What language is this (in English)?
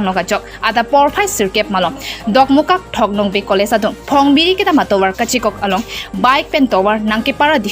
Karbi